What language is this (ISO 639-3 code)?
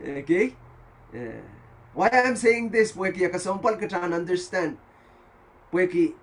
pon